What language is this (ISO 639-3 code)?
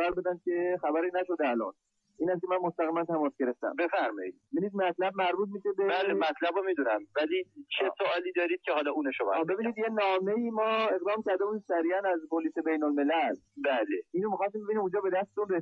fas